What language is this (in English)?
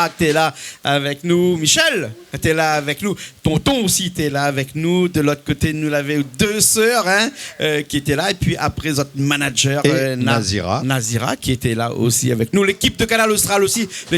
Réunion Creole French